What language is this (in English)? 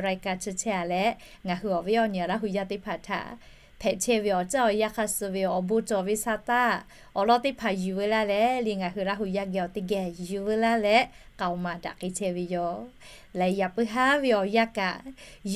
Lahu